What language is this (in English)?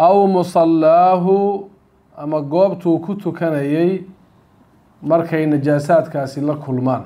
Somali